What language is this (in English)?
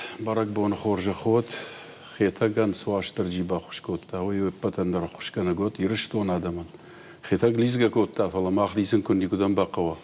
Ossetic